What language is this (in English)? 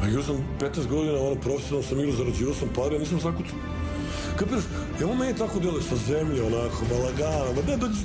Serbian